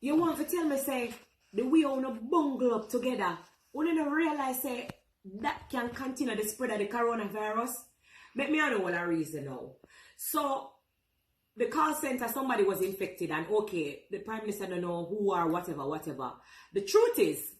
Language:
Jamaican Creole English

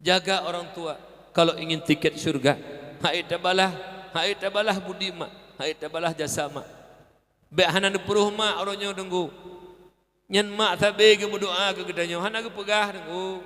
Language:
Achinese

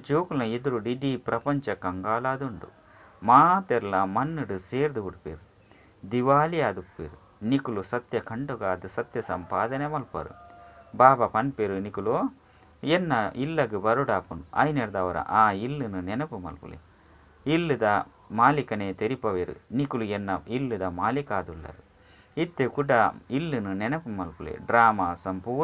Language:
Tulu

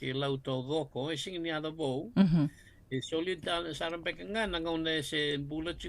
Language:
Fijian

